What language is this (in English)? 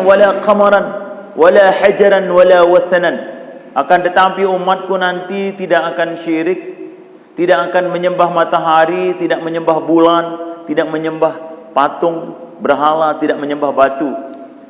Sasak